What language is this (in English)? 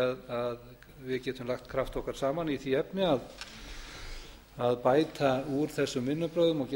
Icelandic